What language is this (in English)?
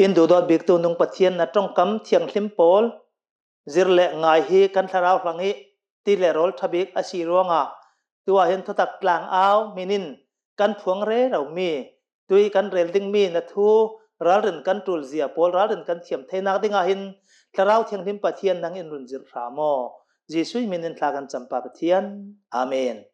Hakha Chin